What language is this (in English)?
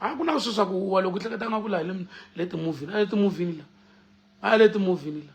Tsonga